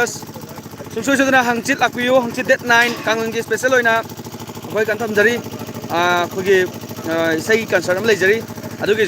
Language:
Manipuri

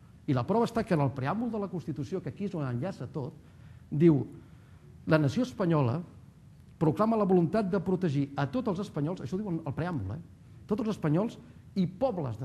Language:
Catalan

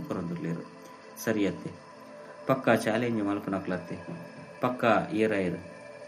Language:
Tulu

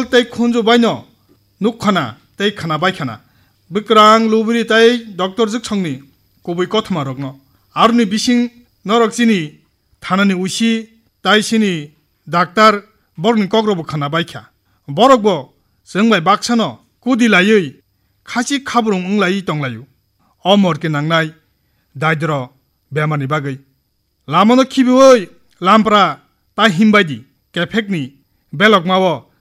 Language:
Kok Borok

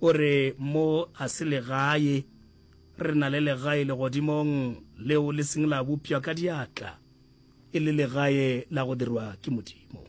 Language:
Northern Sotho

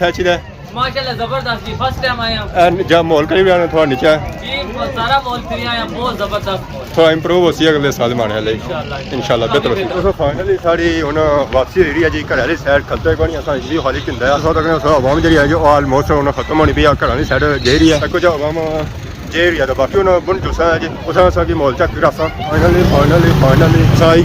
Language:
Pahari-Potwari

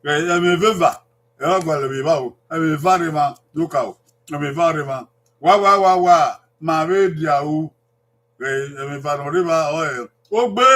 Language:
Bini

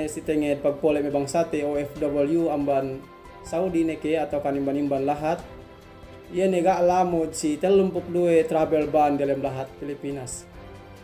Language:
Yakan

